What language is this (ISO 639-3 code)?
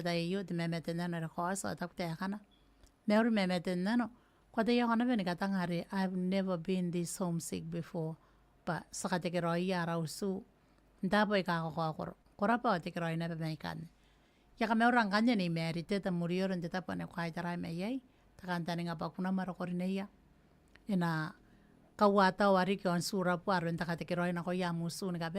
gil